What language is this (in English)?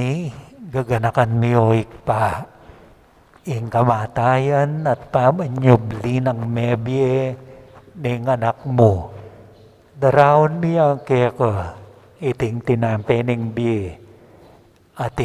Pampanga